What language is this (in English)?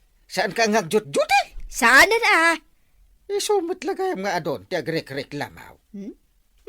Iloko